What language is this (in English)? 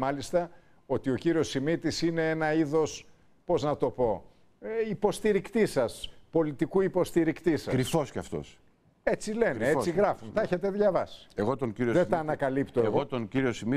Greek